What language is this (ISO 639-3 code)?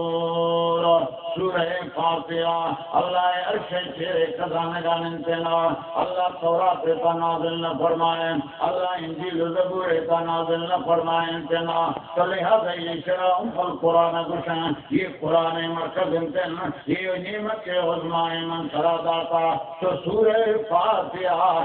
bal